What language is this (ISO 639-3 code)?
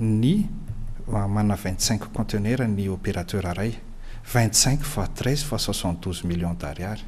mlg